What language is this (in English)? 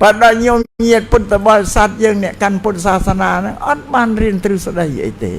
Khmer